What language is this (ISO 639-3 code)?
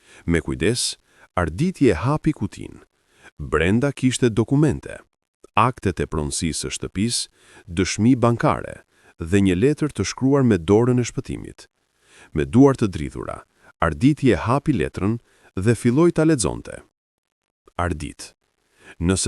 sqi